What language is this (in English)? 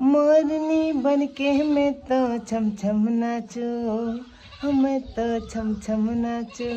Nepali